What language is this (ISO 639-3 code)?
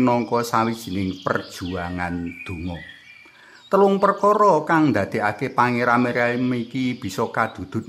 jav